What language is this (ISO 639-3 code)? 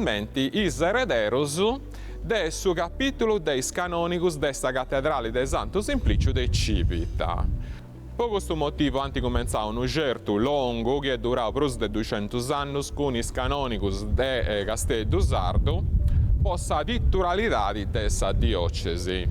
srd